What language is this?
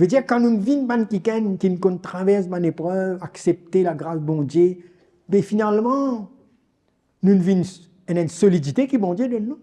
Morisyen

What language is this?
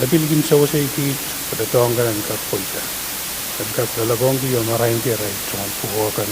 Pohnpeian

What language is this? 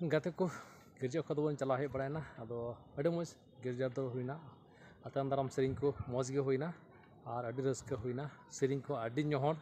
Santali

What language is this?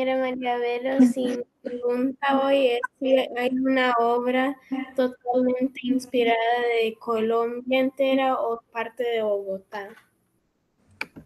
Spanish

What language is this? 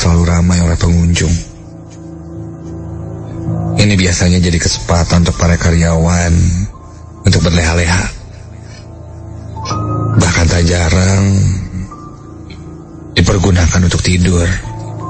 Indonesian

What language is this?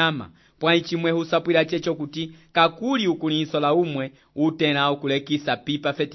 Umbundu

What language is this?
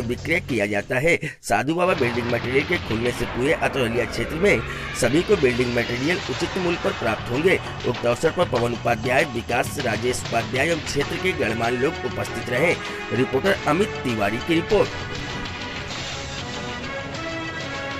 Hindi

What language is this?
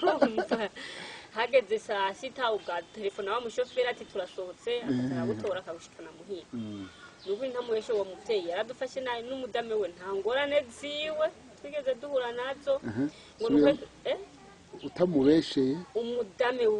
Rundi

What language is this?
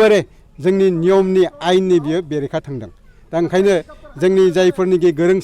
Bodo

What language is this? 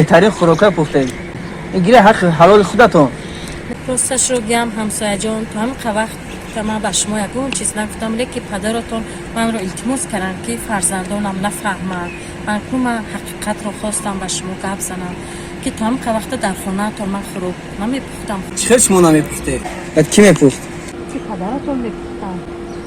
Tajik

